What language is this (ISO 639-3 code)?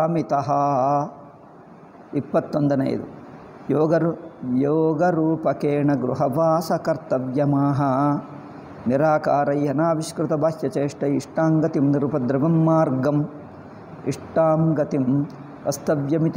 kan